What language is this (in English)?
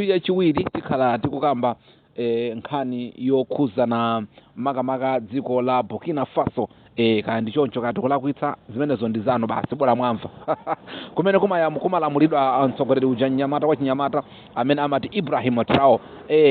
Nyanja